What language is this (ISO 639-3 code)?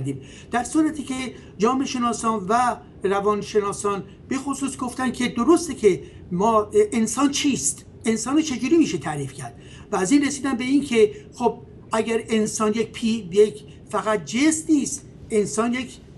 fas